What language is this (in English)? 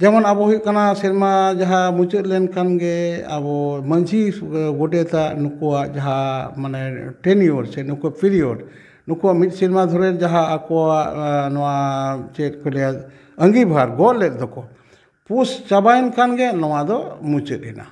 Santali